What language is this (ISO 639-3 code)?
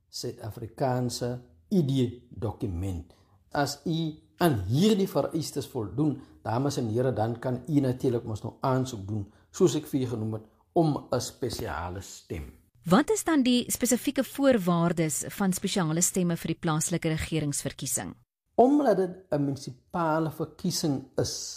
afr